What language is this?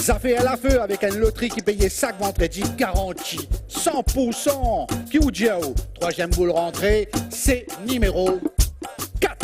Morisyen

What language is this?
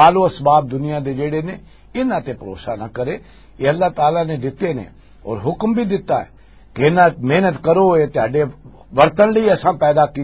Western Panjabi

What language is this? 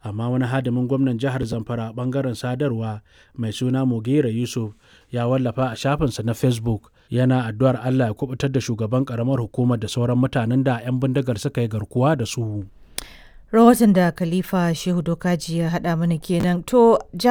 Hausa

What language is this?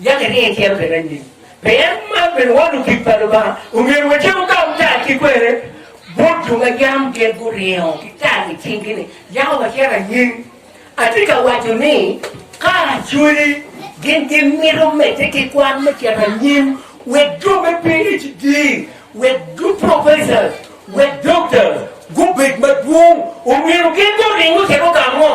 Acoli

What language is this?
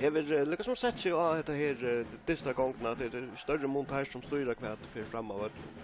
Faroese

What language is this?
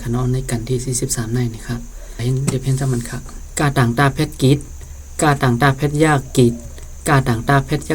Shan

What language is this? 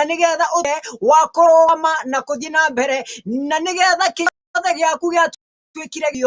Kikuyu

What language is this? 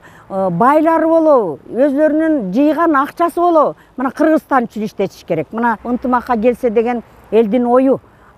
Kyrgyz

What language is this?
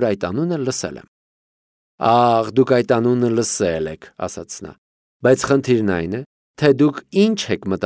Armenian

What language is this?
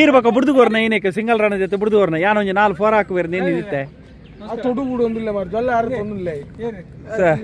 Tulu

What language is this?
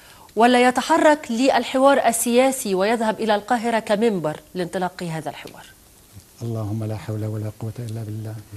Arabic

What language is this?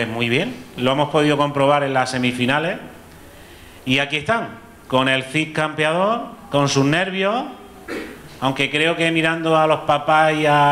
Spanish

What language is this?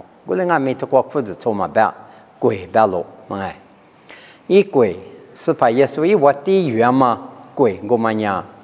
Lisu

